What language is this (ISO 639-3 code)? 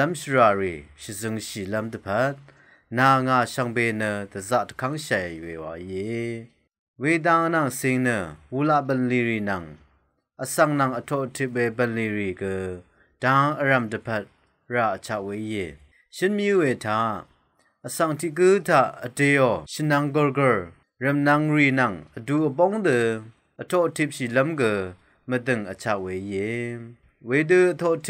raw